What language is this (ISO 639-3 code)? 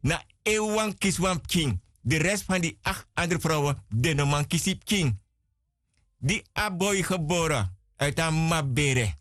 srn